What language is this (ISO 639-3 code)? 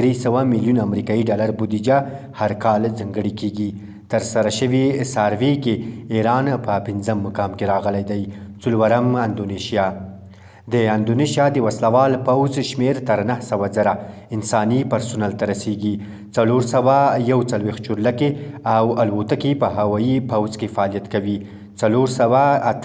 pus